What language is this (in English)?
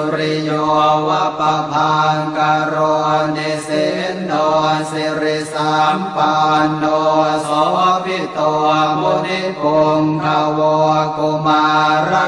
Pali